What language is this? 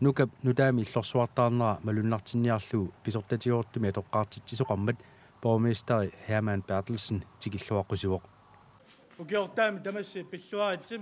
Kalaallisut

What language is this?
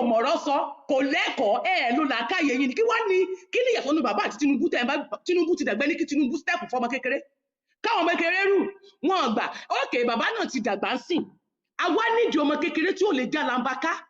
Yoruba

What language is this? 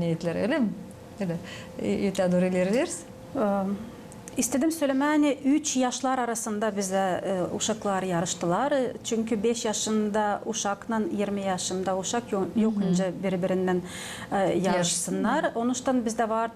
Gagauz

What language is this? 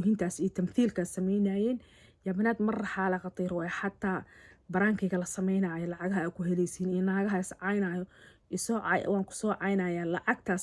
Somali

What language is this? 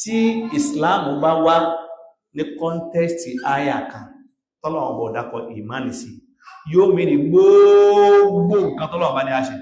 Yoruba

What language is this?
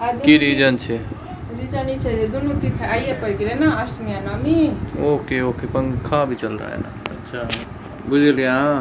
Maithili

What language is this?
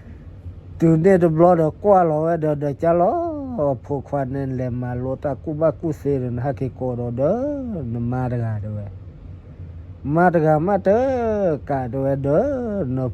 S'gaw Karen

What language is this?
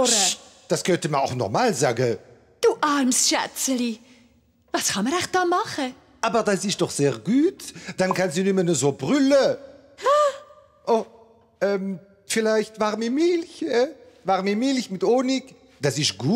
Swiss German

